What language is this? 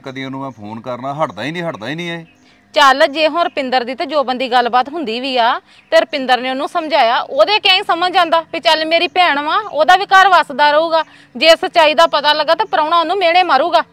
Punjabi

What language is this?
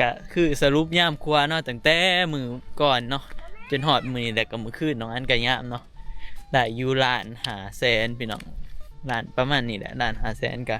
Northeastern Thai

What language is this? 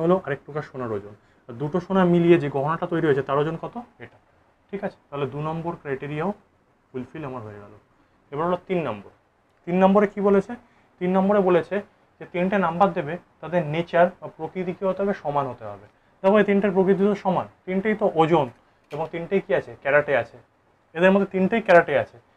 Bangla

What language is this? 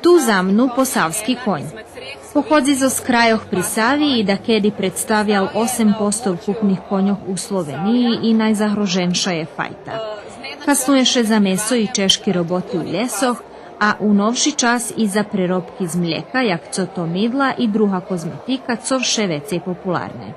Rusyn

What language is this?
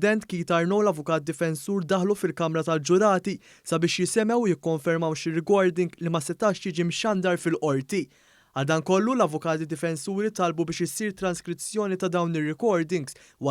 Maltese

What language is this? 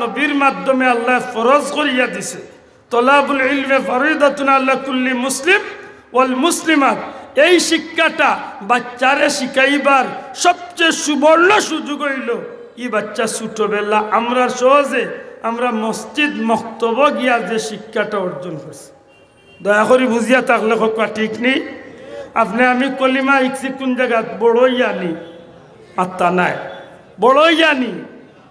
Sylheti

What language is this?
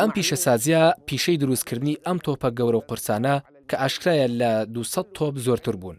Central Kurdish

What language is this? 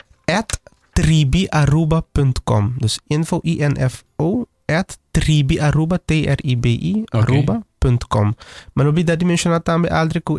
Papiamento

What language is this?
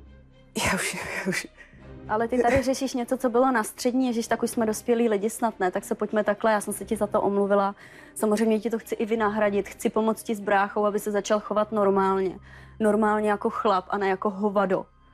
Czech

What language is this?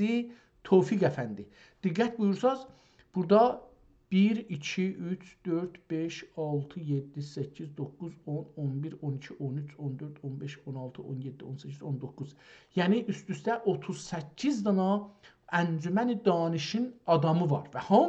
South Azerbaijani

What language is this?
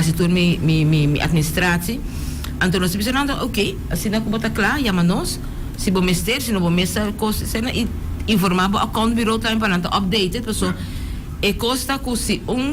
Papiamento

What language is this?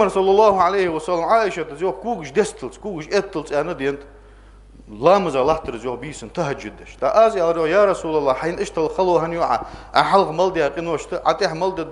Ingush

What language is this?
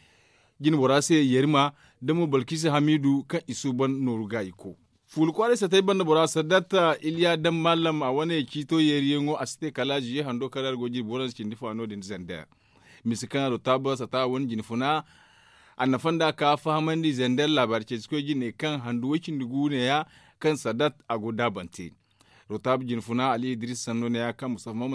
Zarma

